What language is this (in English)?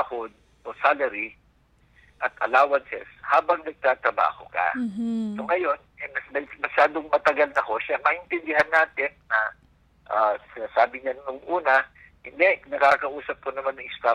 Filipino